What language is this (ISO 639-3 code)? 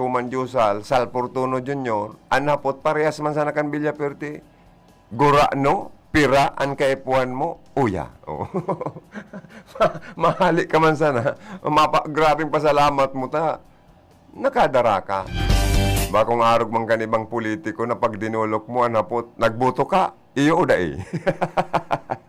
bik